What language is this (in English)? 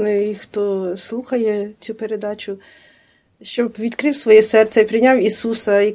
Ukrainian